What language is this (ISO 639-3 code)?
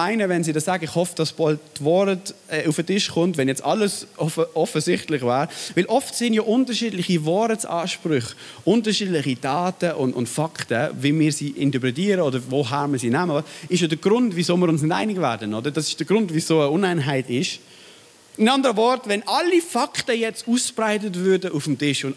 gsw